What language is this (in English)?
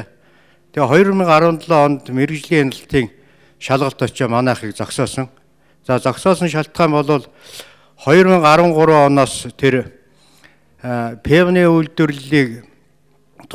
Mongolian